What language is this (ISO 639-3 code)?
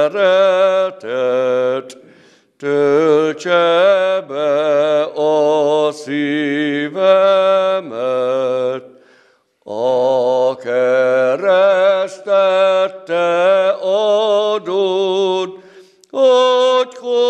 hun